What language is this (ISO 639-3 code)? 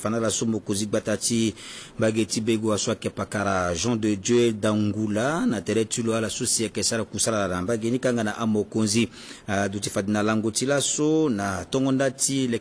sag